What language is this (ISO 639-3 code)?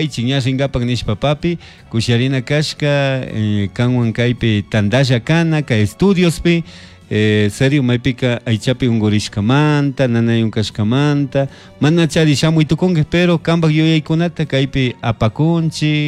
qug